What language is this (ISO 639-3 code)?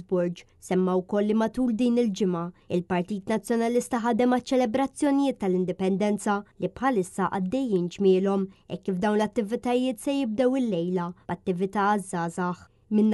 mlt